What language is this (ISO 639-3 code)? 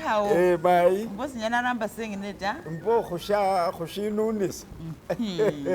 myx